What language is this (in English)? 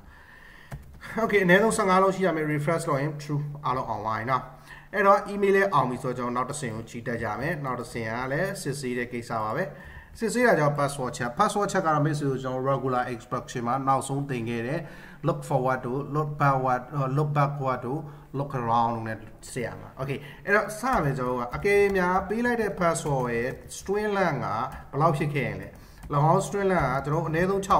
Burmese